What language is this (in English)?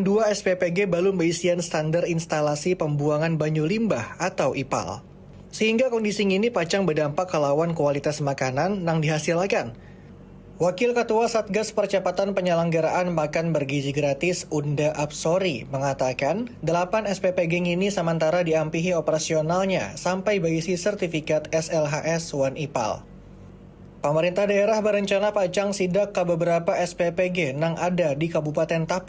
Banjar